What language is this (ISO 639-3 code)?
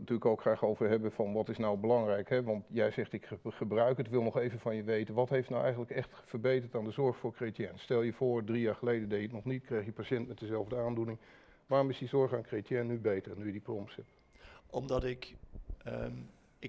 nld